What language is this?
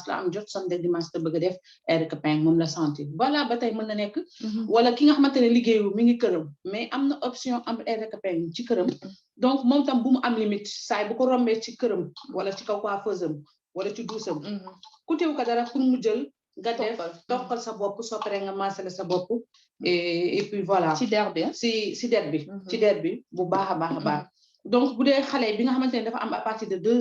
Wolof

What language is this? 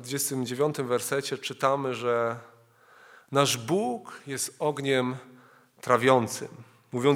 Polish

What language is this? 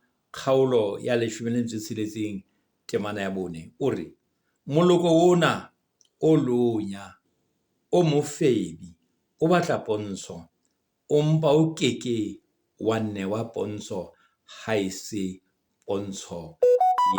Southern Sotho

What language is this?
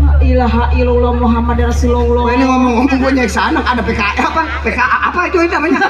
Betawi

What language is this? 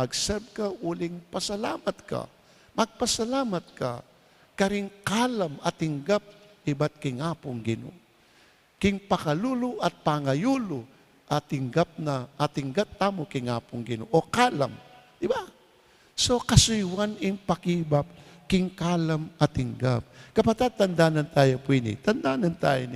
Pampanga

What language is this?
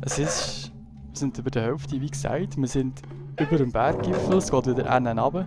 Swiss German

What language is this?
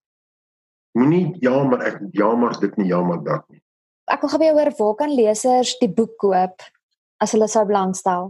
Afrikaans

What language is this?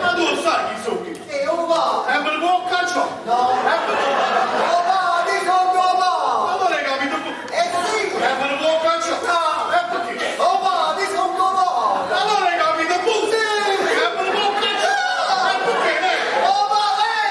Neapolitan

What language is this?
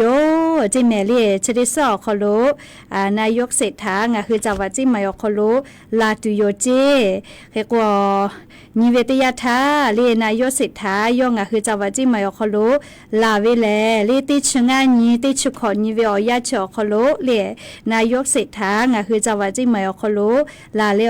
Lahu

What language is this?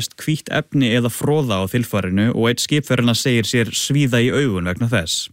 Icelandic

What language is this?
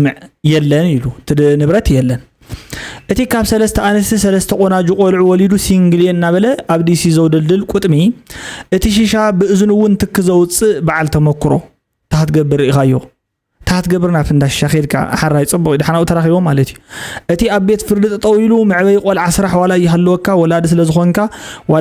Tigrinya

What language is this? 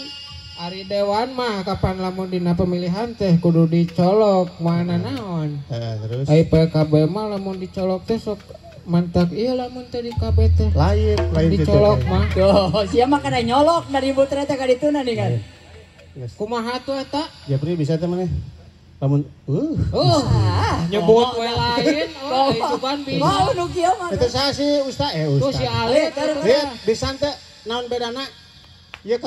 Sundanese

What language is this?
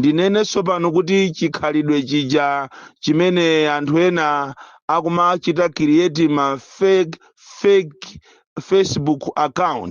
Nyanja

